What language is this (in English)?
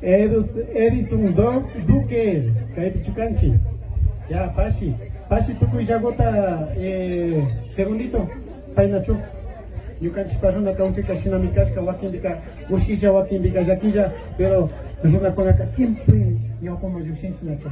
Imbabura Highland Quichua